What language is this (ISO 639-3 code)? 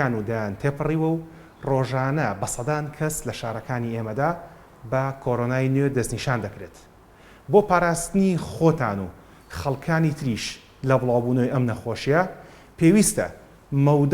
ckb